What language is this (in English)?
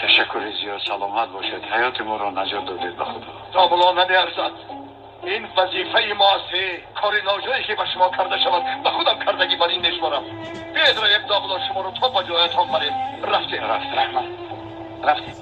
Tajik